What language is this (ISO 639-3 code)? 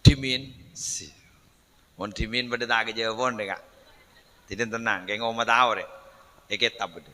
mad